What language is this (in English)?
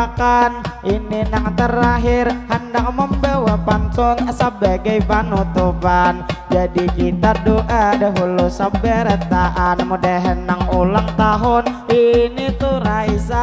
Banjar